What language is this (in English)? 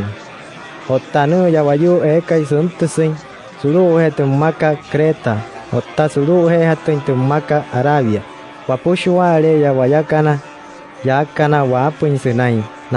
Wayuu